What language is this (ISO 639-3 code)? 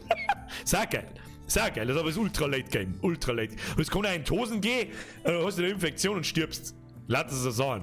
bar